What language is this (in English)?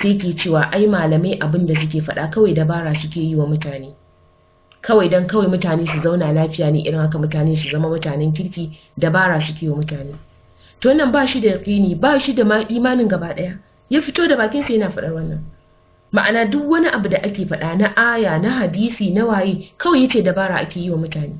Hausa